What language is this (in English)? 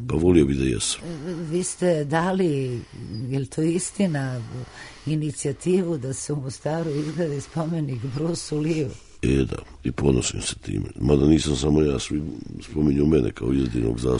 Serbian